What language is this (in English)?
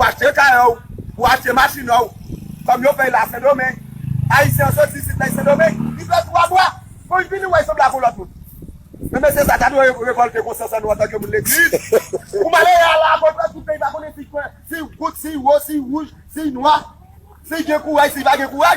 Haitian Creole